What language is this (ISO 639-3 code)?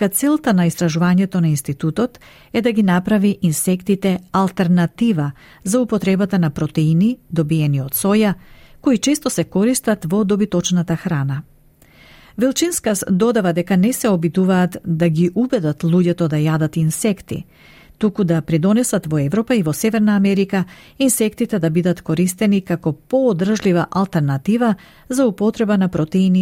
mkd